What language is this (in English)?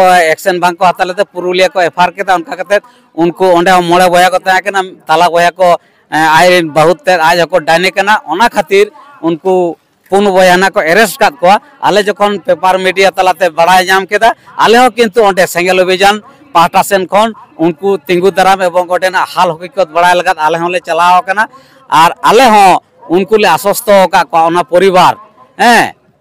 Santali